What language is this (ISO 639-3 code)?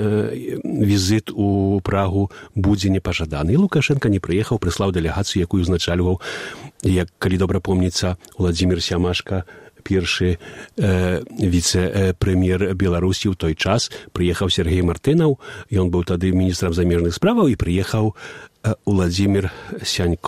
bel